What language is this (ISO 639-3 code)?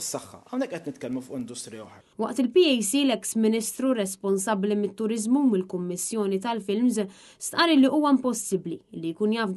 mlt